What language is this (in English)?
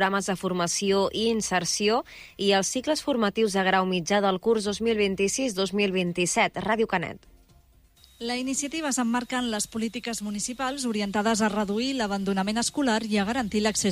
Catalan